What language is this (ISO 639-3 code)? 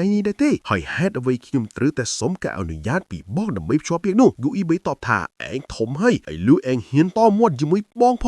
khm